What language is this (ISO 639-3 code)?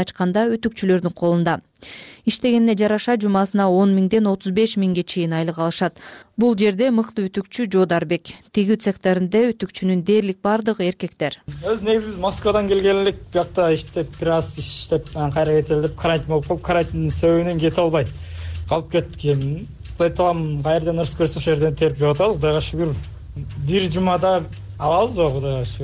kir